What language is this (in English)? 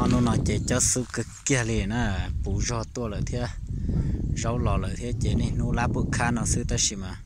Hmong